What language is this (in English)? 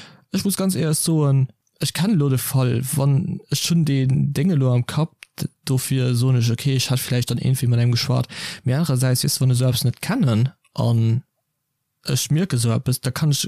Luxembourgish